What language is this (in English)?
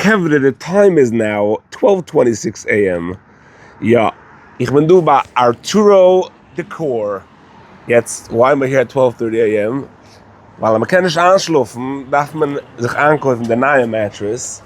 Yiddish